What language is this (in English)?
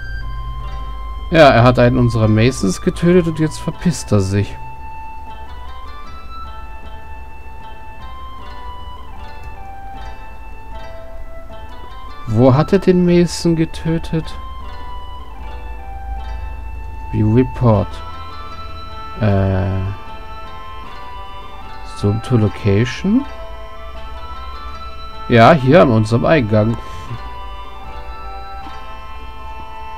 German